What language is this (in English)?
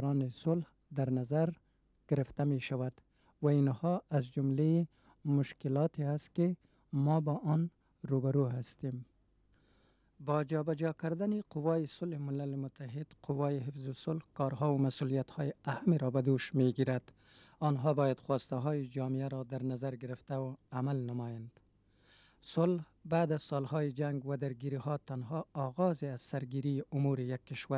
Persian